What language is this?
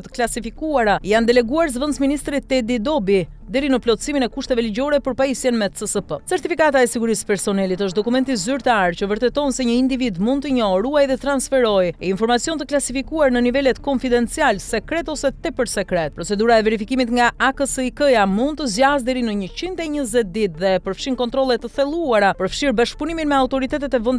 Albanian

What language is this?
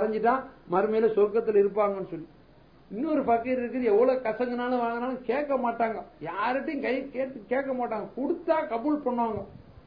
Tamil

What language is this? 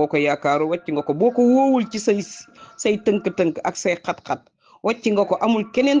Wolof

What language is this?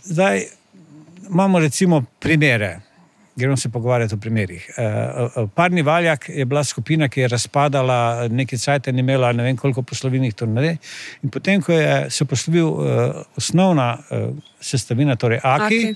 Slovenian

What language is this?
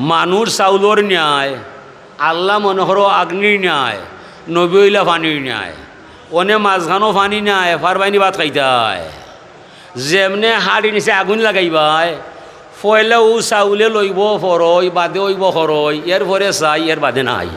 Sylheti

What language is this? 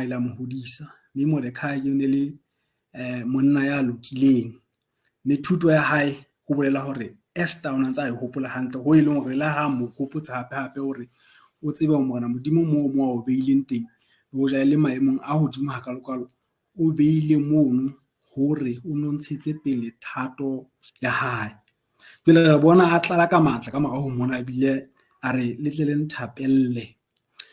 Southern Sotho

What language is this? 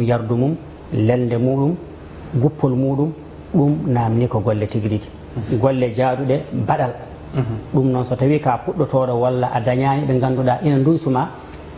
Fula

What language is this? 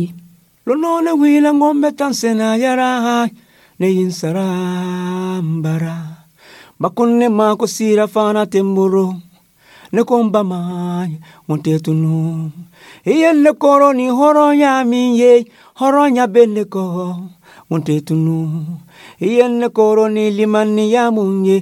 Dyula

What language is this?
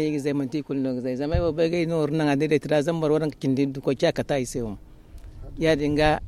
Zarma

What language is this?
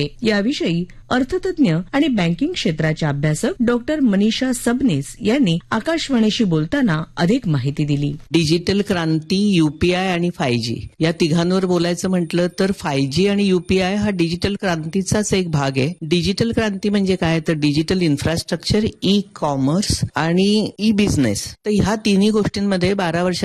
Marathi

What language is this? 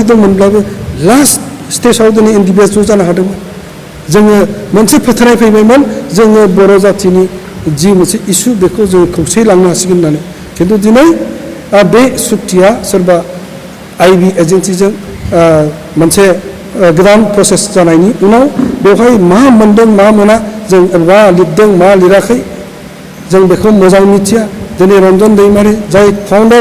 Bodo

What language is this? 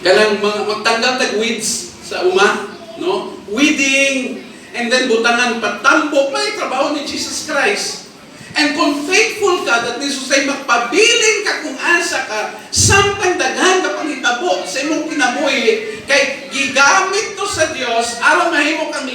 Cebuano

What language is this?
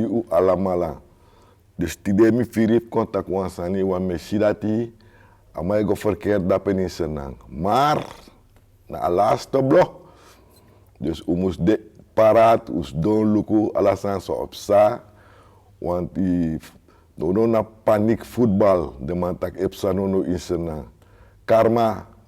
Sranan Tongo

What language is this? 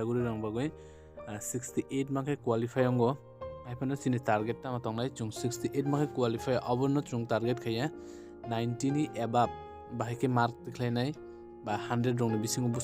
Kok Borok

